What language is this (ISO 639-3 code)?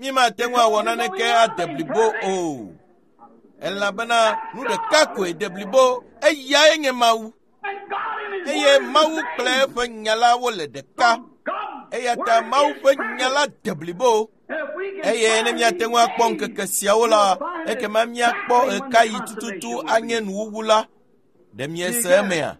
ewe